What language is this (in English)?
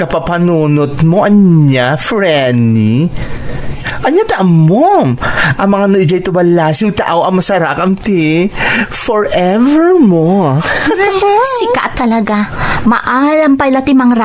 Iloko